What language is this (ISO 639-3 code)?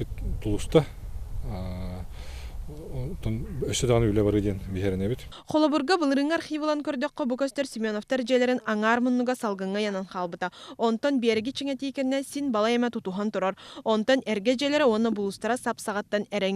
sah